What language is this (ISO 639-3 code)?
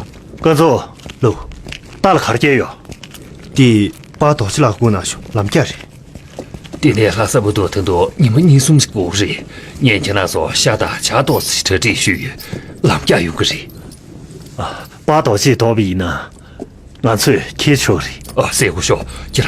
bod